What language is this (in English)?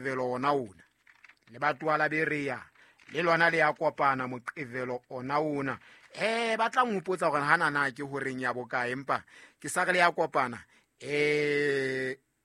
Southern Sotho